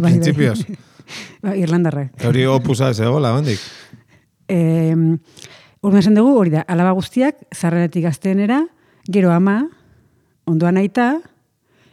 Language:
Basque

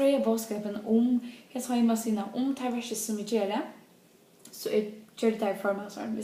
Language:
Faroese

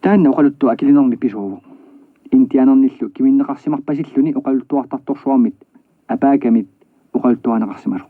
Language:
Kalaallisut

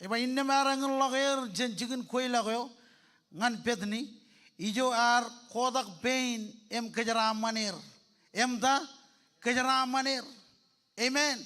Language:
Marshallese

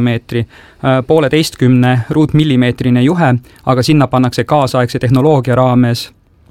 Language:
Estonian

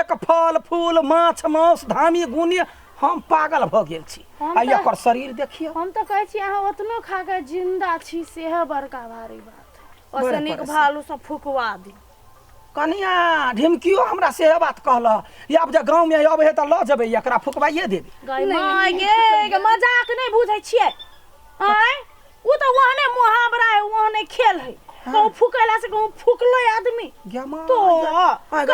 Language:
Maithili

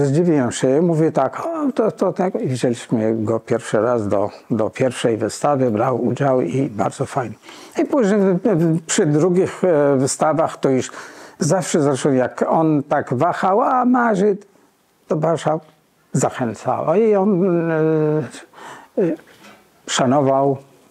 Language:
Polish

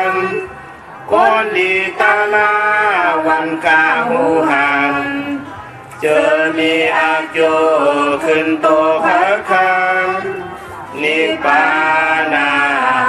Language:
Shan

